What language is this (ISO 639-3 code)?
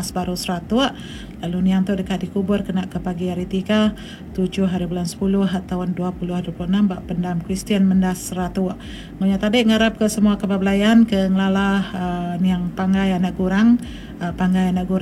iba